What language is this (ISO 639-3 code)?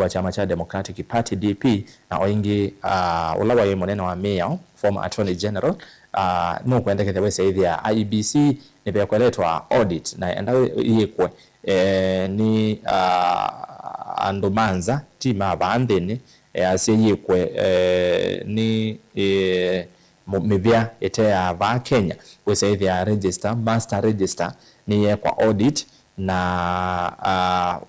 kam